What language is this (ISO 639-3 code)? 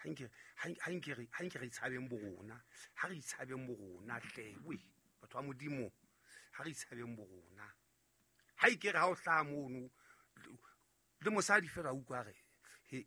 sot